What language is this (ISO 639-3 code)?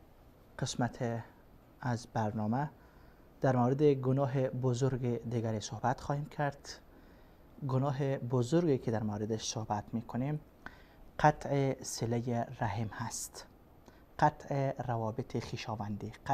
fas